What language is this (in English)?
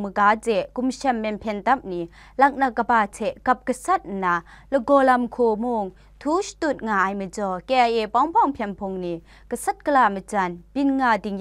Kachin